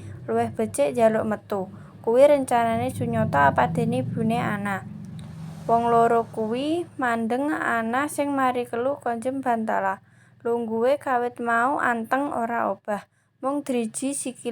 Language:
Javanese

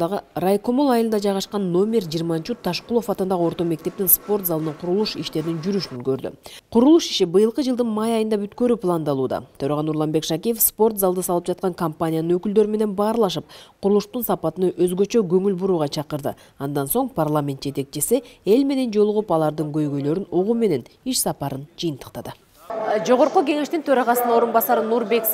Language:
Kyrgyz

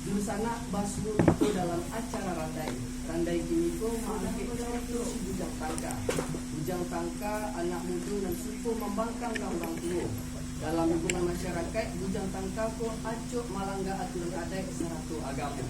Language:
Minangkabau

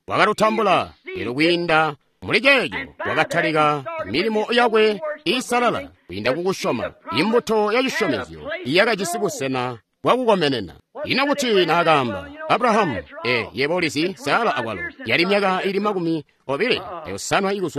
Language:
Tonga (Zambia)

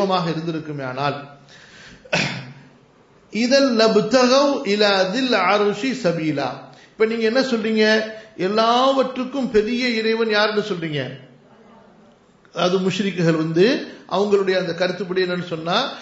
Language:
Tamil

